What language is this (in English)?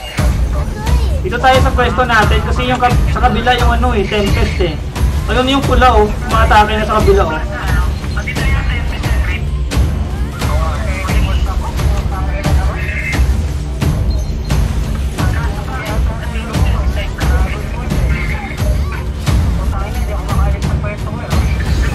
Filipino